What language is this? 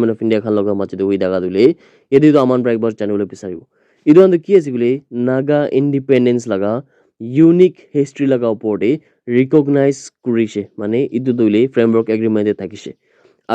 Naga Pidgin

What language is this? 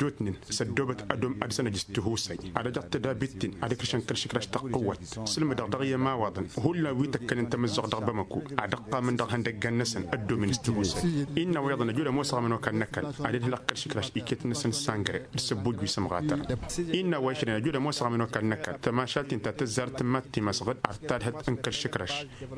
Tamasheq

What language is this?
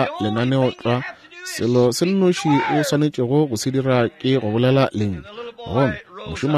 Northern Sotho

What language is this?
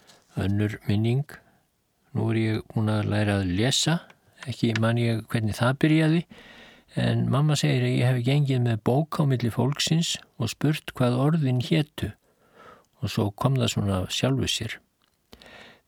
Icelandic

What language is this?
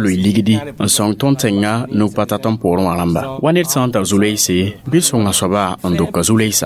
Mossi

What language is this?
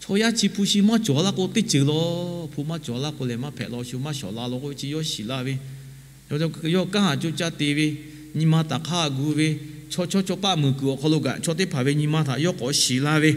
Lahu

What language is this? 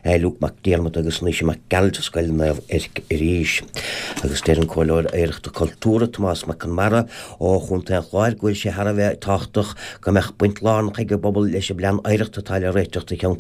Irish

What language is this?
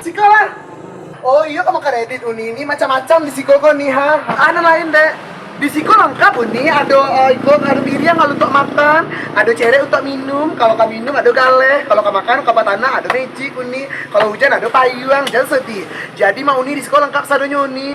Minangkabau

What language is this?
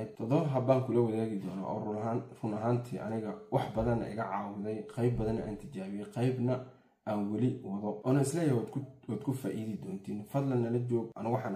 Somali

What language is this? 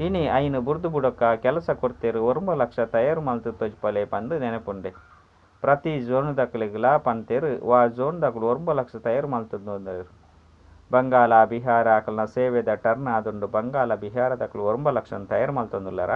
Tulu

